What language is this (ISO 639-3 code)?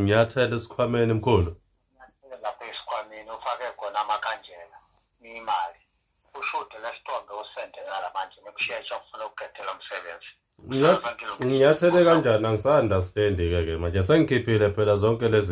zul